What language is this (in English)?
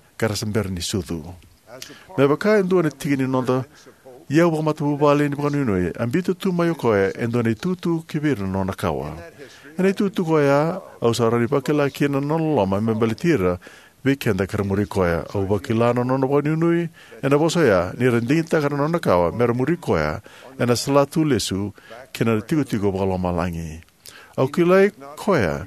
Fijian